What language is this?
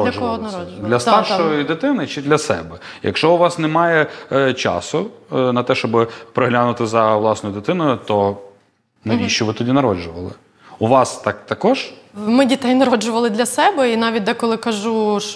Ukrainian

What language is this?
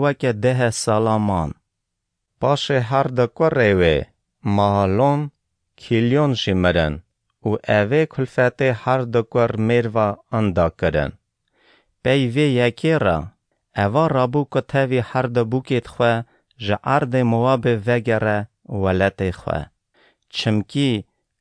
Kurdish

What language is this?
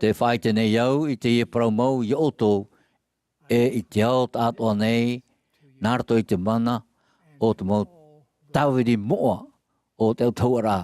Tahitian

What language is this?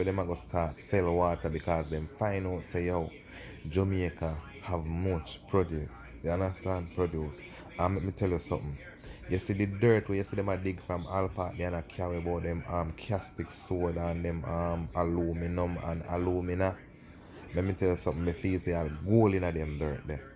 Jamaican Creole English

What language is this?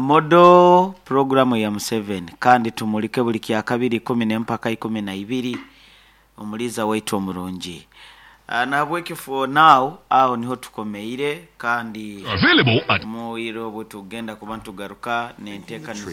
Nyankole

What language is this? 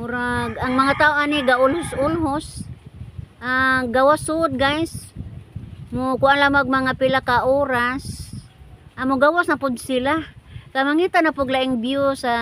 Cebuano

